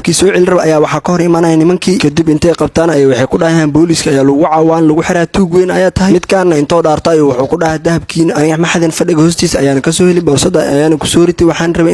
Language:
Somali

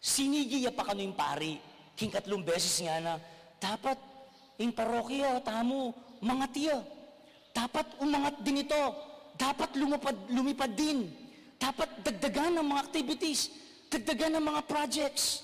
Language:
Pampanga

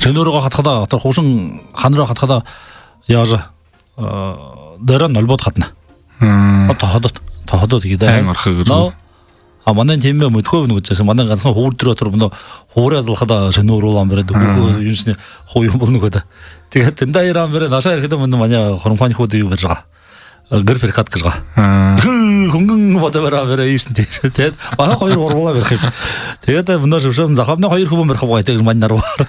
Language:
Buriat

